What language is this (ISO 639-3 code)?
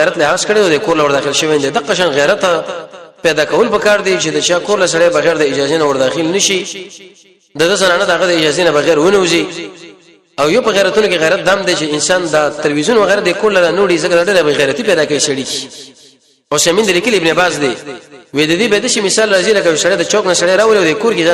pus